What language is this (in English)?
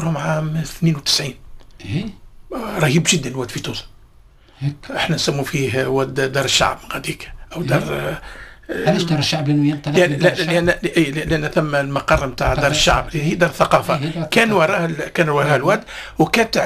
Tunisian Arabic